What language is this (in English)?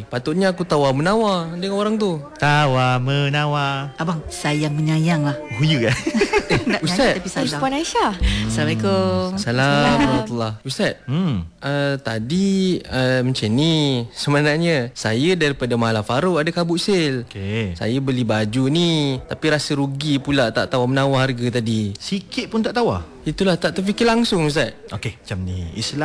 Malay